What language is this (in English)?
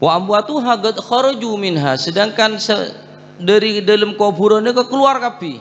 Madurese